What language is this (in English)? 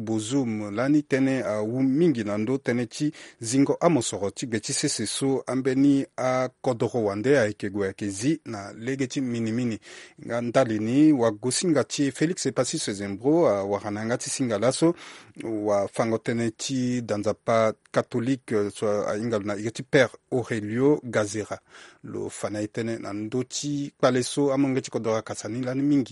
Sango